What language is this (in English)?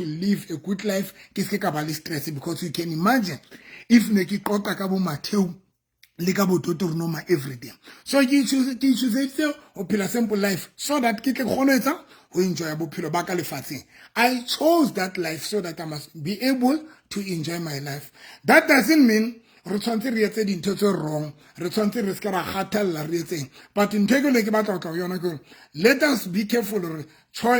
Southern Sotho